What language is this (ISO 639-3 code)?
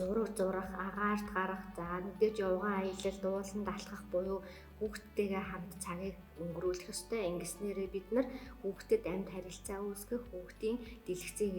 mon